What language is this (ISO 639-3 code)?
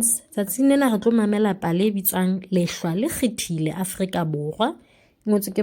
sot